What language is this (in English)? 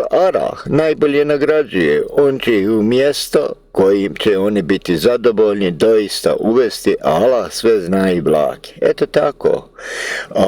Bosnian